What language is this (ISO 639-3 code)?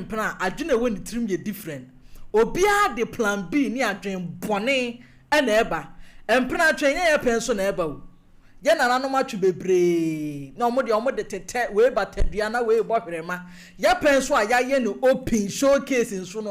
aka